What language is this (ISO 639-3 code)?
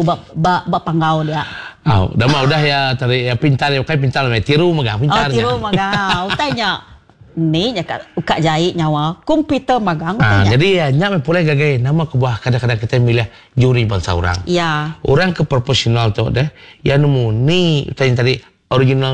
iba